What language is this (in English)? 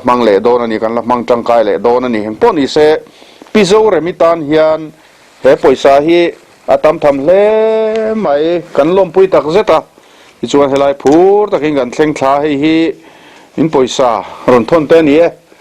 Mizo